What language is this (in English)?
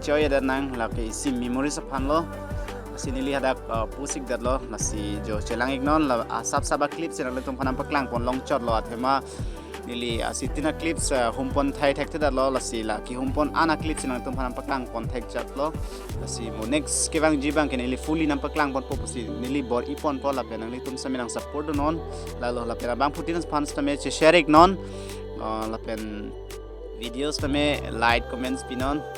Karbi